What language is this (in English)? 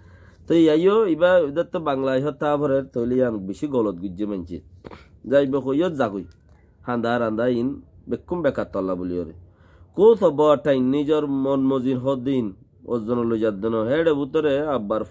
Rohingya